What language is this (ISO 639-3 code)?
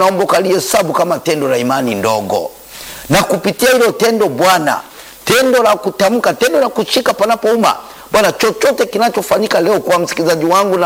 swa